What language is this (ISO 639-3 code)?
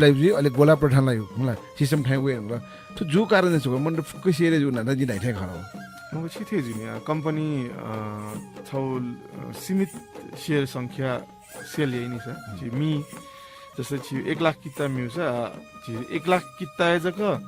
new